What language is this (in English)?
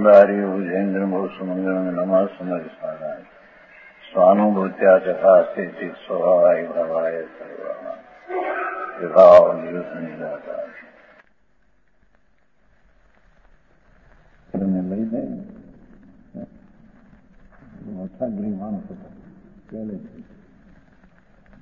Gujarati